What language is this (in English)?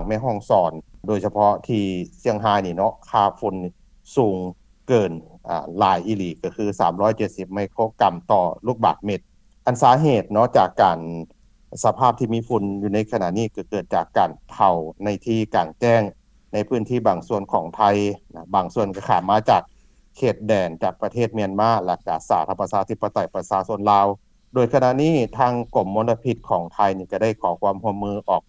Lao